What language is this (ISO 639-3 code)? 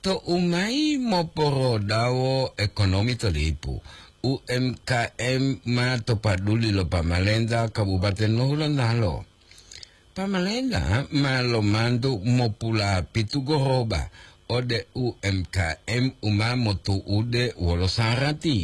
gor